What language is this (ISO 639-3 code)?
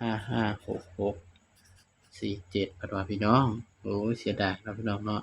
tts